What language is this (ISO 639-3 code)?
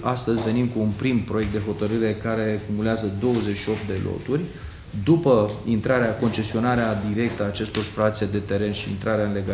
ron